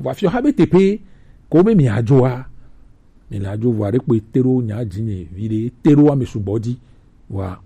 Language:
Gen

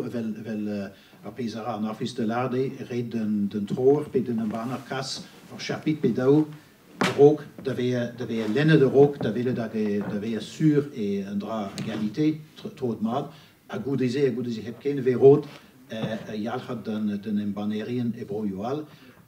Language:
Breton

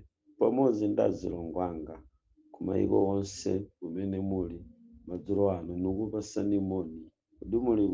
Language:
Nyanja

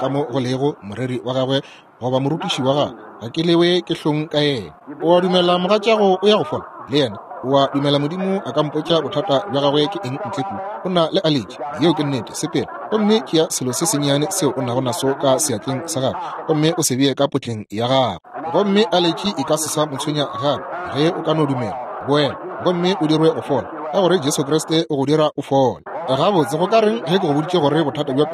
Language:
Northern Sotho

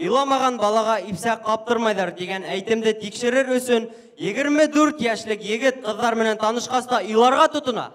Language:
Bashkir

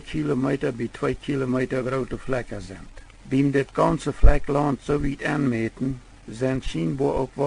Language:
Plautdietsch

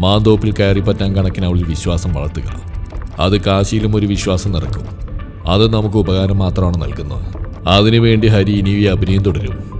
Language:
Malayalam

